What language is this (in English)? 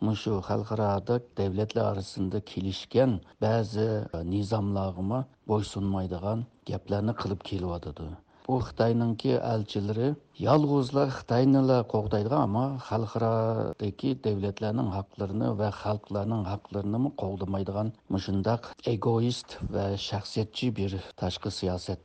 Uyghur